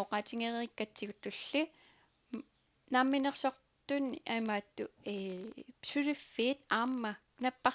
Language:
Kalaallisut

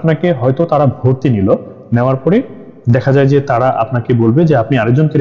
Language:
Bangla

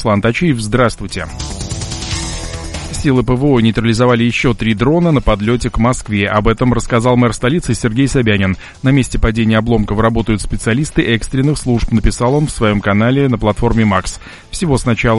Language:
Russian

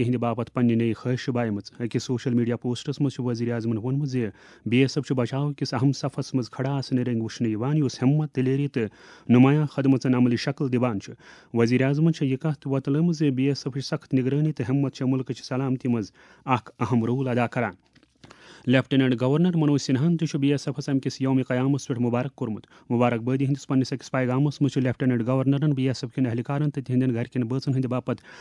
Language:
Kashmiri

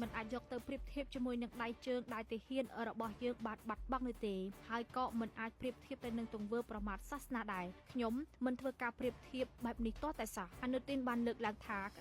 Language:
Khmer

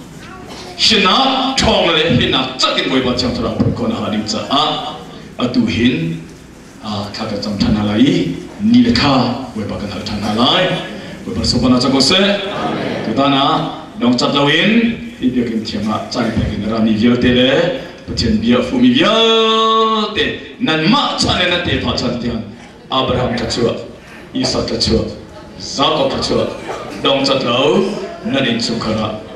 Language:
Hakha Chin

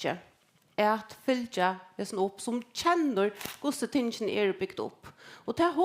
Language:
Faroese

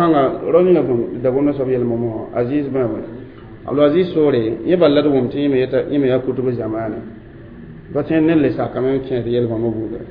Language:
Mossi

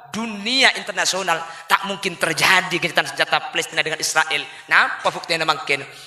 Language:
Madurese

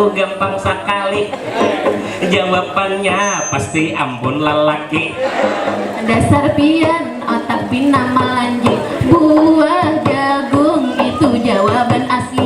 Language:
Banjar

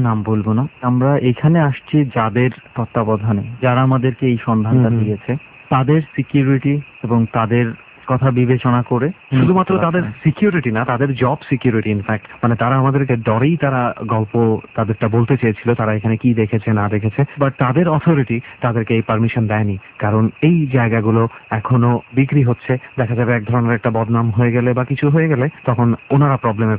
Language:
Bangla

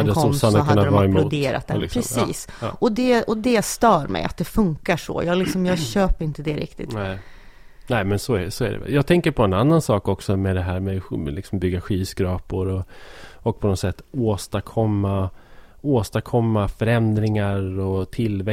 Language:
Swedish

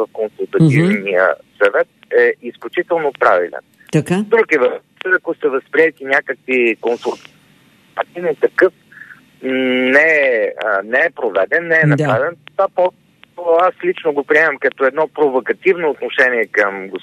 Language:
Bulgarian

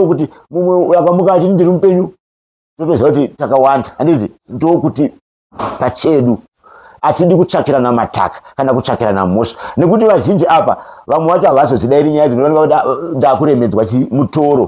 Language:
Shona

